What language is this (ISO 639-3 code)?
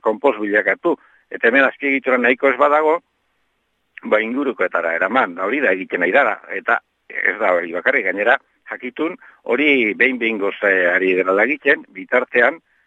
eus